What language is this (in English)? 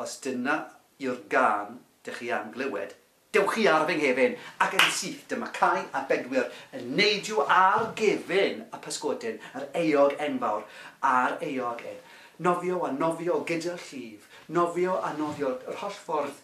Welsh